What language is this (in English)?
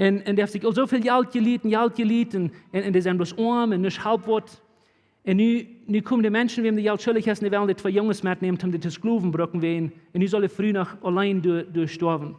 Plautdietsch